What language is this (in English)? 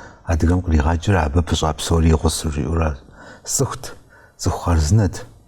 Kabardian